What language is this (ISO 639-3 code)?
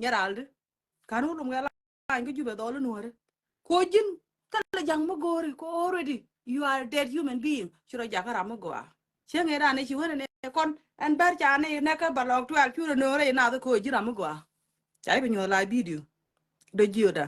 nus